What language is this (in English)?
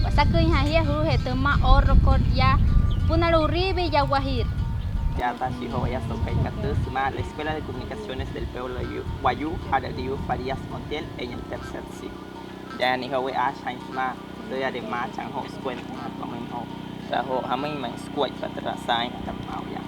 Wayuu